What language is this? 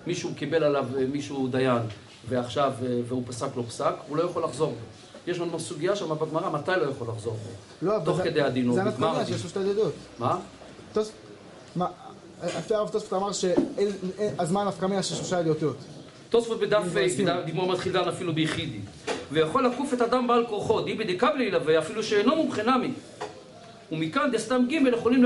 Hebrew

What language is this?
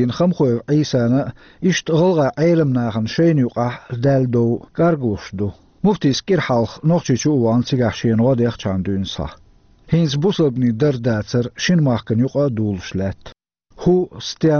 Chechen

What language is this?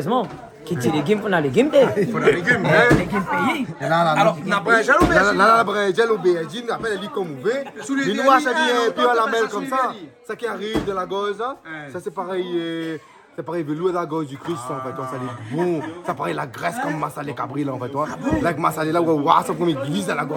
Réunion Creole French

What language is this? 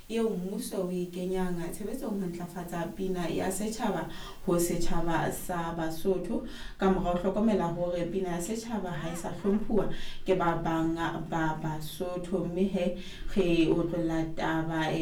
Southern Sotho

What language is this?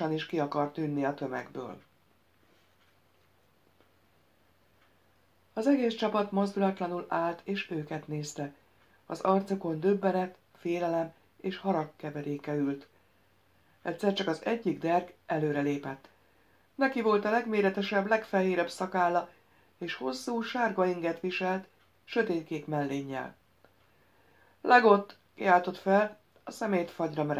Hungarian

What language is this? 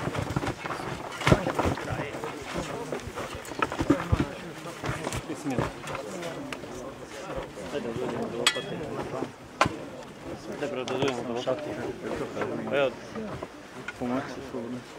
Bosnian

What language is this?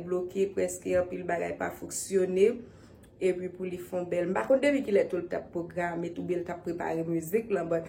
Haitian Creole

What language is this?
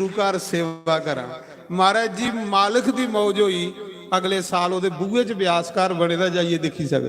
Dogri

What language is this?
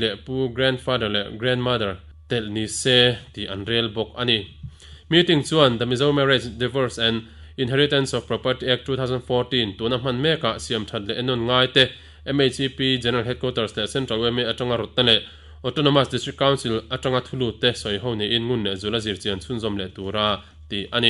Mizo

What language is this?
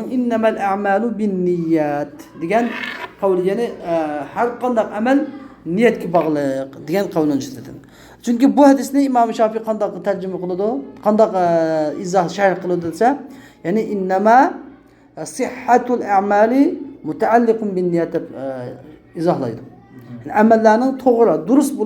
Uyghur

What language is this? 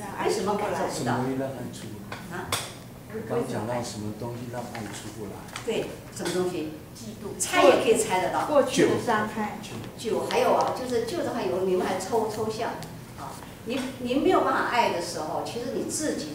Chinese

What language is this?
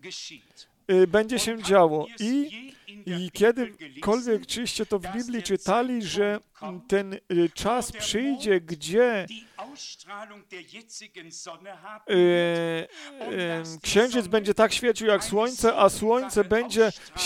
Polish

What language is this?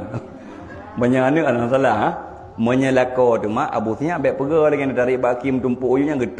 Achinese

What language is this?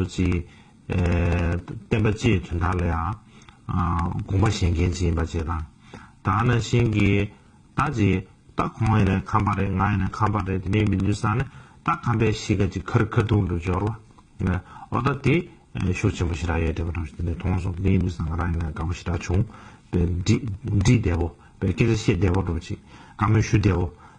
Tibetan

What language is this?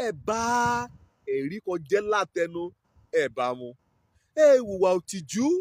Yoruba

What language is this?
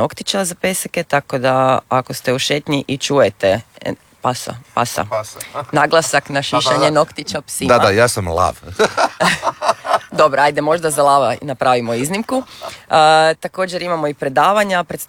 Croatian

